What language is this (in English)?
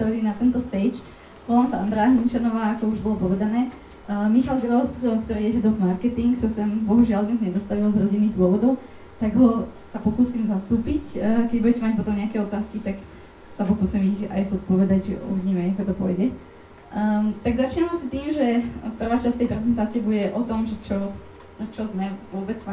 Slovak